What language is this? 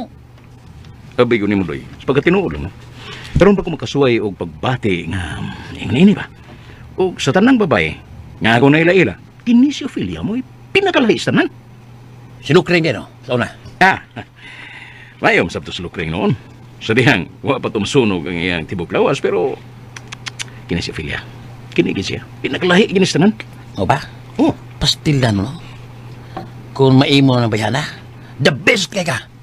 Cebuano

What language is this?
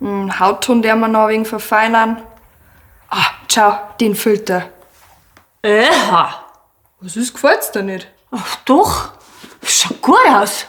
Bavarian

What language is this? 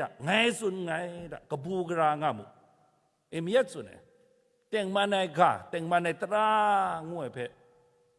Kachin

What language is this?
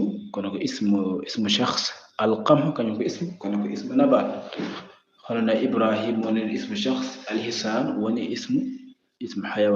Fula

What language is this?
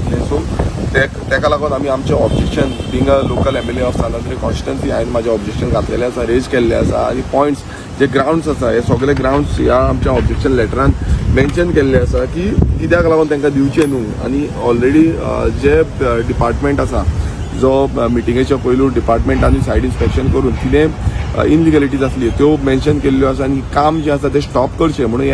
Konkani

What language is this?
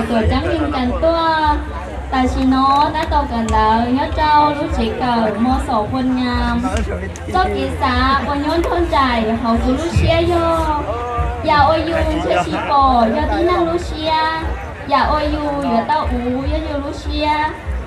Hmong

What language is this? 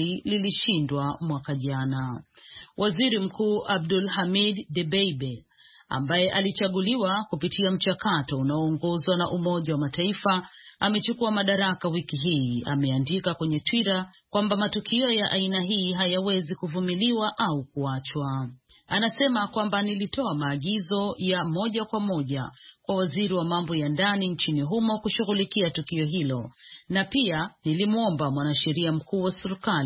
Swahili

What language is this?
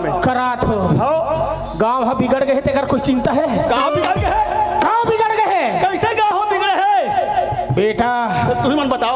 Chhattisgarhi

